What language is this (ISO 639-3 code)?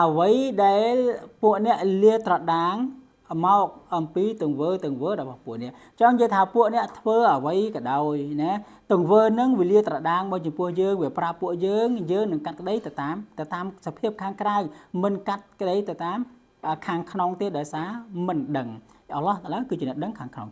khm